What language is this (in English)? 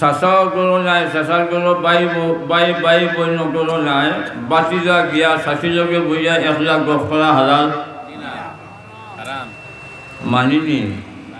Sylheti